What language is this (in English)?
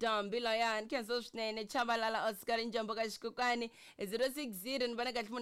Tsonga